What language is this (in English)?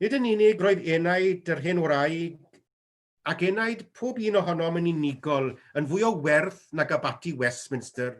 Welsh